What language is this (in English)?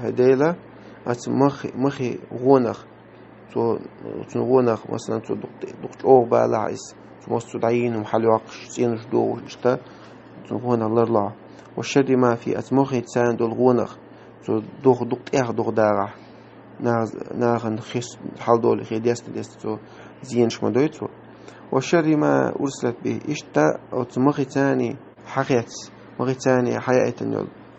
Chechen